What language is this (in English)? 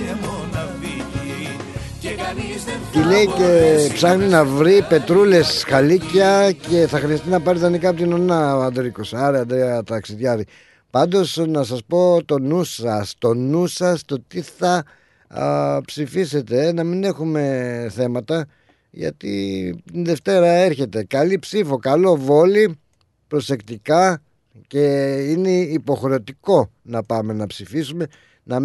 Greek